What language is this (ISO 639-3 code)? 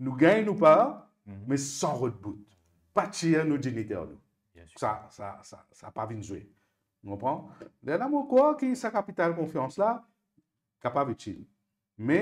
mfe